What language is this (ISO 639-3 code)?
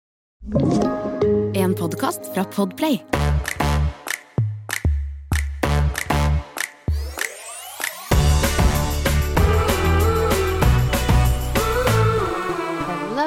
nor